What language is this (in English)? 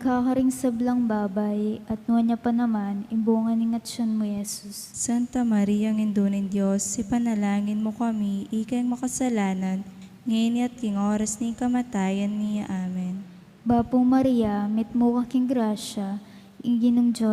Pampanga